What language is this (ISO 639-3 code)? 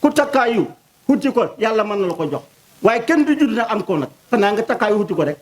wol